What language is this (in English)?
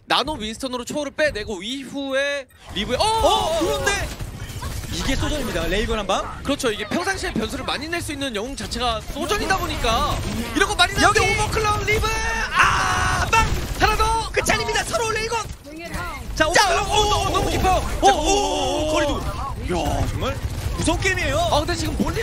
Korean